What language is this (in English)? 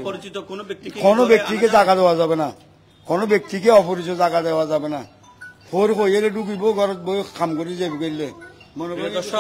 Bangla